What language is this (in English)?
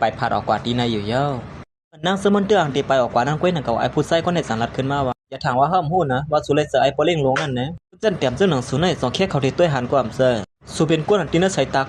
Shan